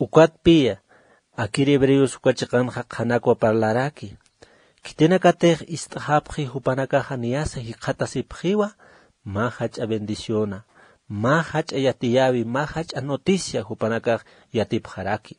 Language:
Aymara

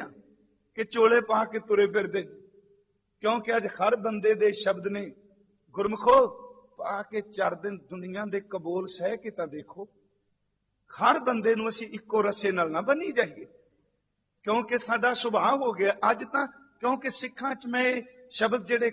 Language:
Punjabi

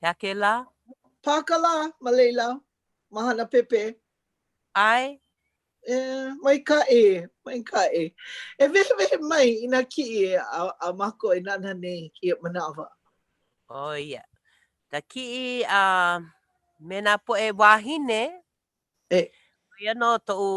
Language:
Hawaiian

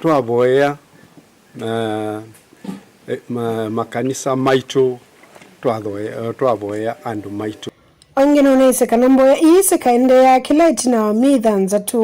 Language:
Kamba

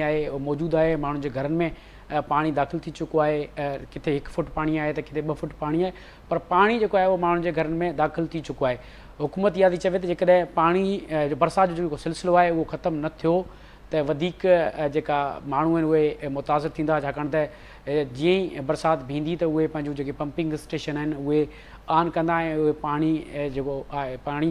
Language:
Sindhi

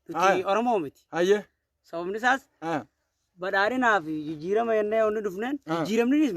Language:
Oromo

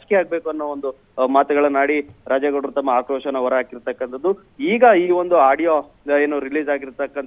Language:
Kannada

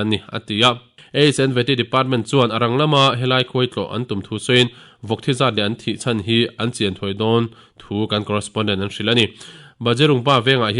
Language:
Mizo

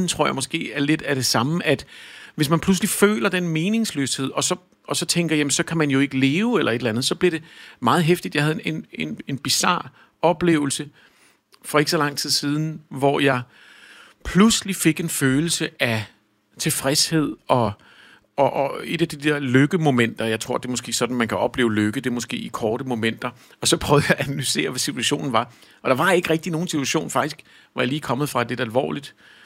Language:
Danish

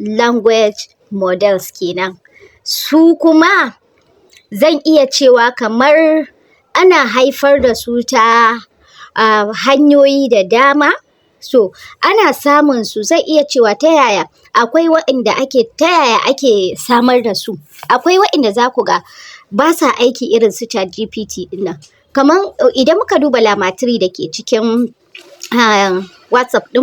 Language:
Hausa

